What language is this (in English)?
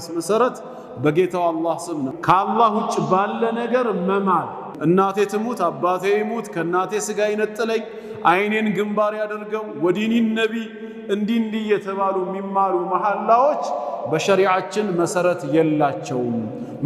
Amharic